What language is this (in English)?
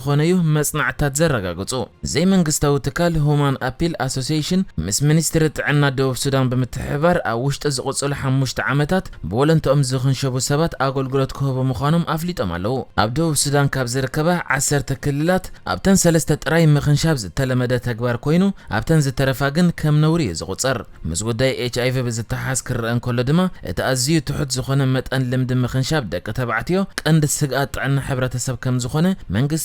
Tigrinya